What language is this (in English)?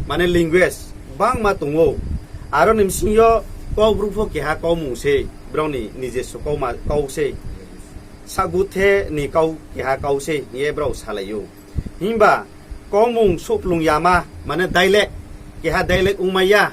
Riang (India)